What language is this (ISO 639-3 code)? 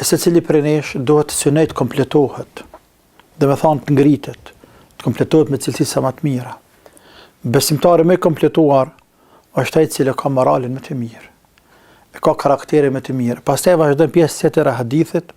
sqi